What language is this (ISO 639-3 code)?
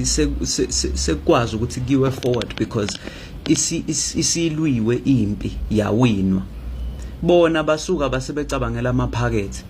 zul